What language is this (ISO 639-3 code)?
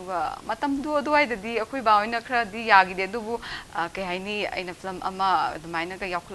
mni